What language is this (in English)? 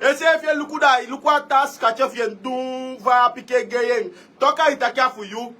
Sranan Tongo